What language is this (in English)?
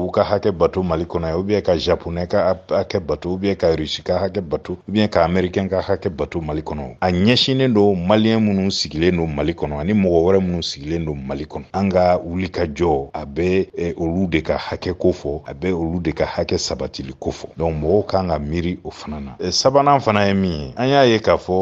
Bambara